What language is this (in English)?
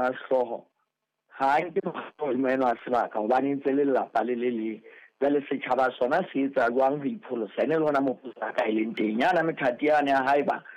Southern Sotho